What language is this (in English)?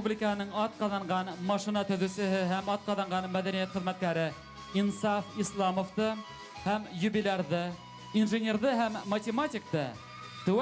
Bashkir